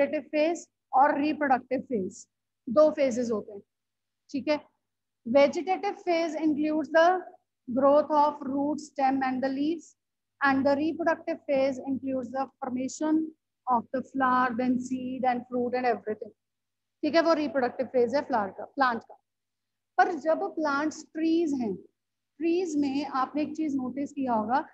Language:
Hindi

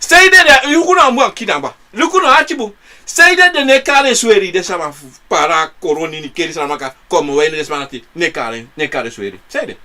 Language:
Sranan Tongo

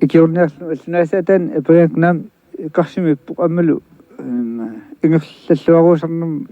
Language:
Kalaallisut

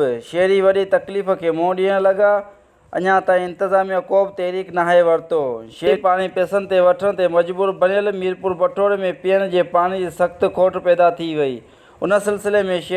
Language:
Sindhi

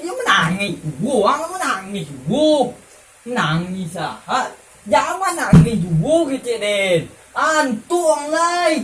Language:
Minangkabau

